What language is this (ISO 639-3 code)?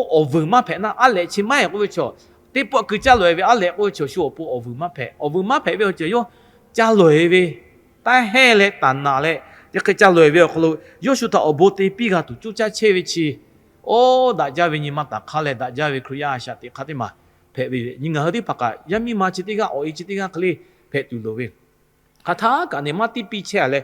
lhu